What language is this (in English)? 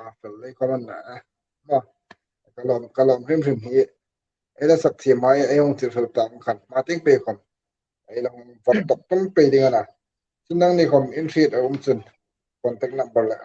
Hmar